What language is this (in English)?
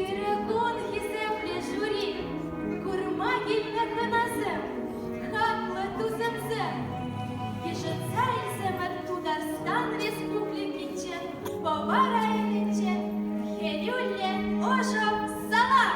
Chuvash